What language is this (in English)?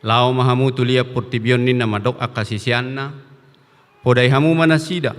Batak Toba